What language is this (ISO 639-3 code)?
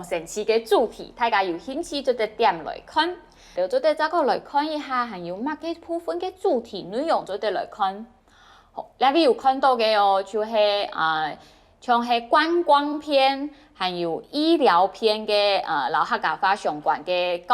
hak